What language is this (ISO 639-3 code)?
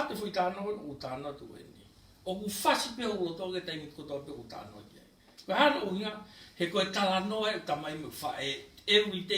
ton